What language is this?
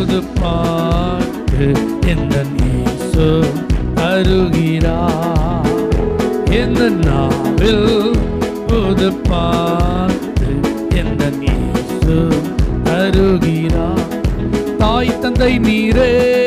Tamil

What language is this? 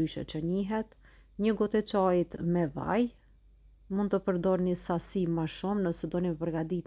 Albanian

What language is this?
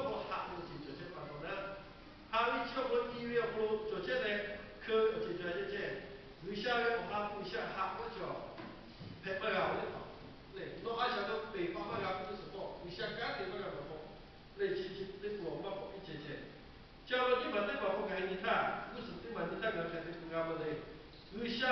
Lahu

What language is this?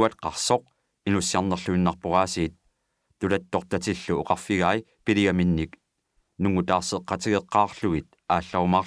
Kalaallisut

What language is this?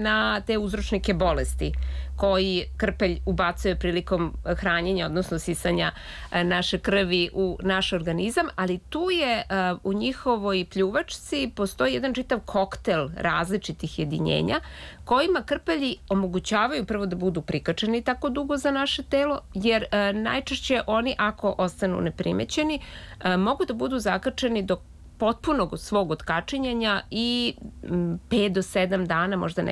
Serbian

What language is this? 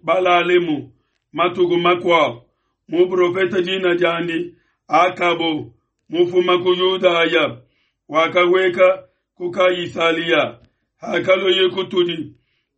Luba-Lulua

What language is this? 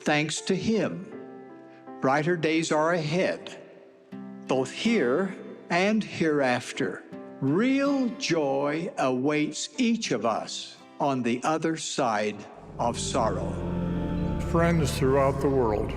Tahitian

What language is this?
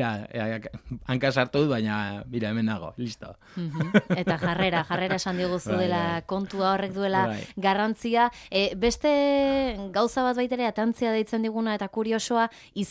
Basque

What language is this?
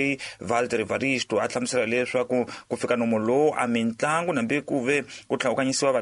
Tsonga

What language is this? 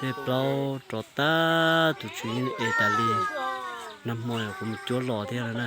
Hmong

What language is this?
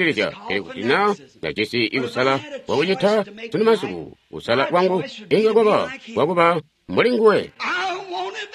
Tonga (Zambia)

